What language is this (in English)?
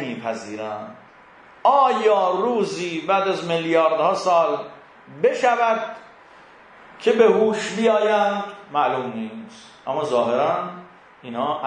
Persian